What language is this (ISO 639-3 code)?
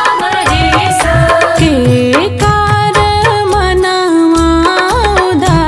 bho